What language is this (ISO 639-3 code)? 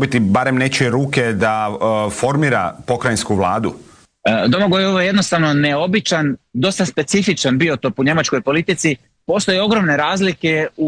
hrv